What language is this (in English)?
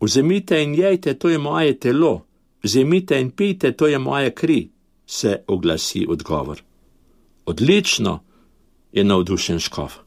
Slovenian